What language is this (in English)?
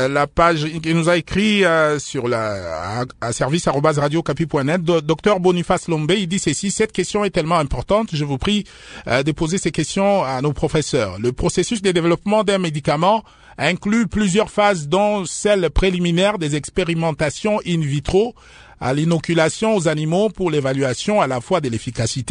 French